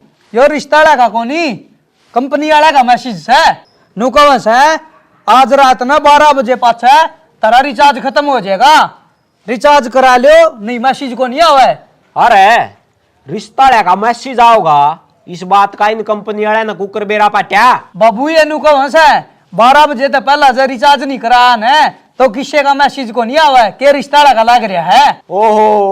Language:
Haryanvi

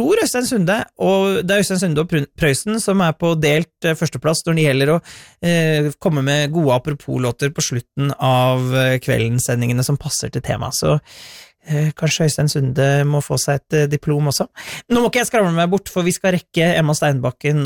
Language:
Norwegian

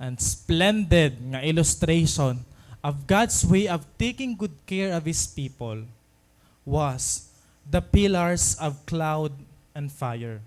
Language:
Waray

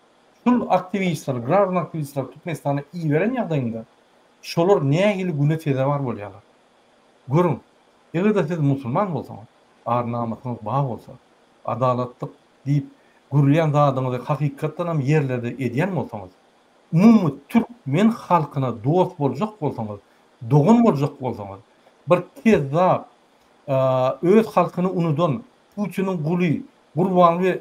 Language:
Turkmen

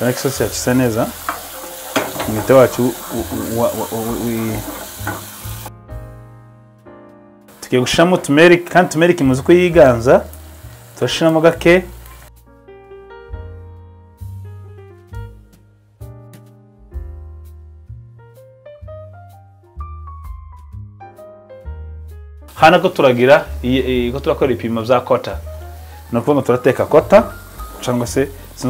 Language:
Kinyarwanda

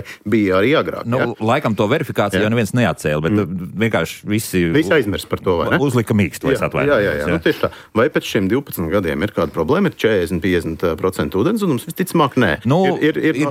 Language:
Latvian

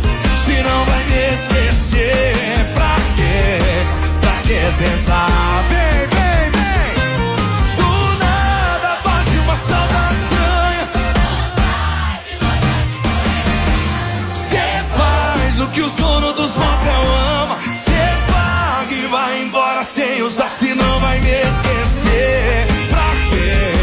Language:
Portuguese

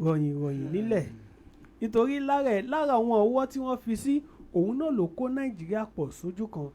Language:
Yoruba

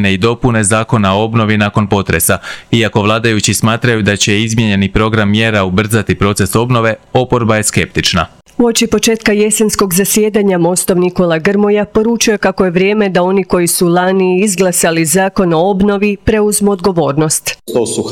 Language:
Croatian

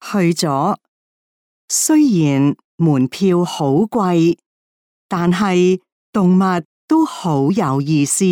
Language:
Cantonese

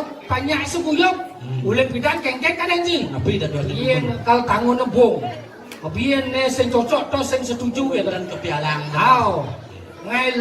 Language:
Balinese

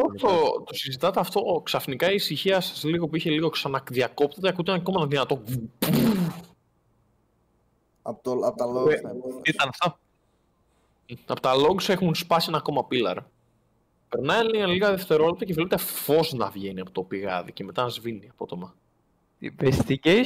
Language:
Greek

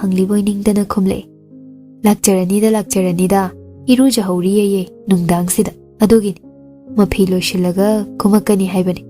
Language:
Manipuri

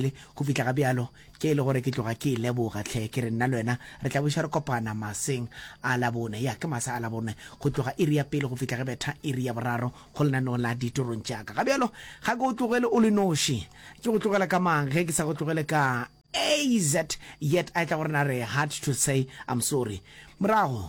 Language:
Northern Sotho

